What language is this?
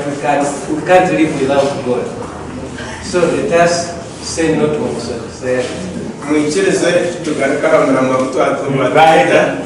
Nyankole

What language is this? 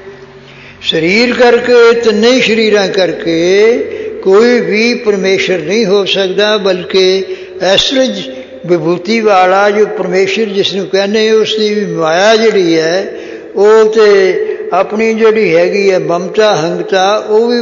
Punjabi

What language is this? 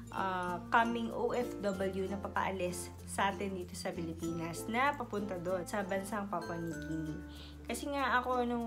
Filipino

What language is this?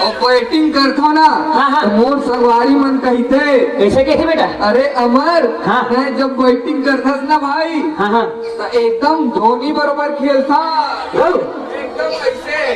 Chhattisgarhi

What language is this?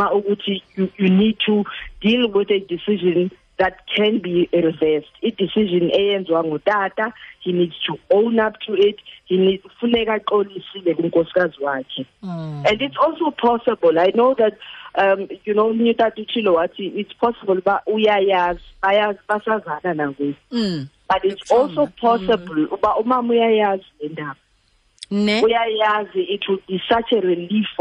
Xhosa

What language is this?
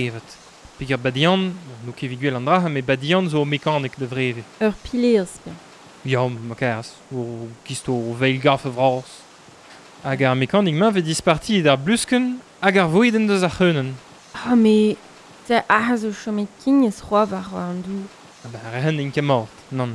Breton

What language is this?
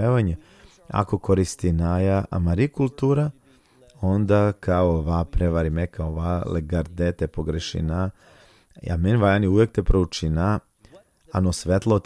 Balkan Romani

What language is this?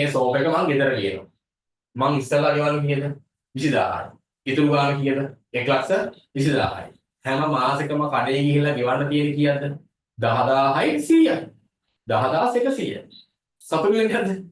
Sinhala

